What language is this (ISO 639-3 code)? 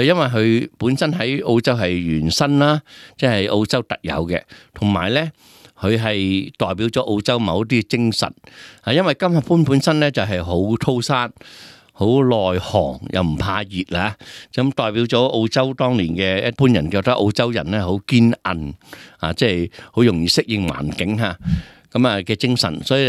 yue